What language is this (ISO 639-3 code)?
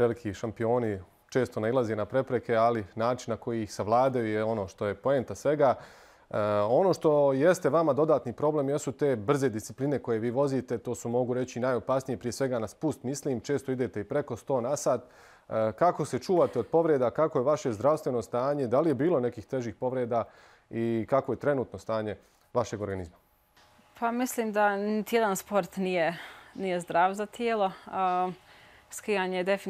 bos